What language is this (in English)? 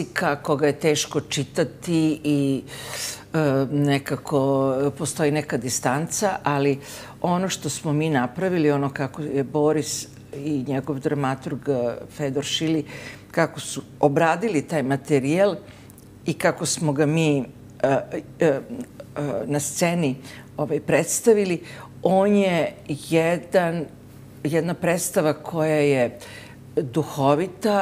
Serbian